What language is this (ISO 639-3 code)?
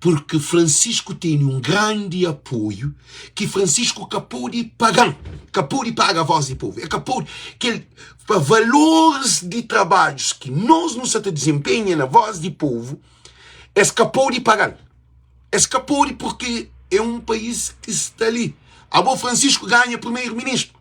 kea